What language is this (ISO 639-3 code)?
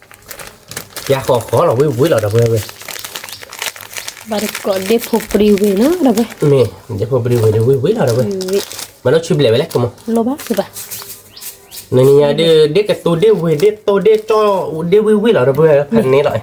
ksw